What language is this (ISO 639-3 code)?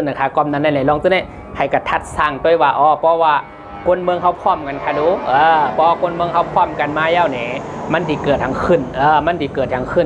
shn